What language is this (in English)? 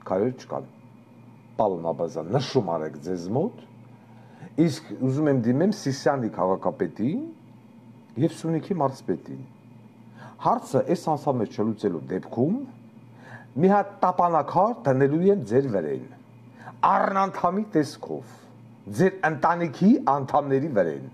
Armenian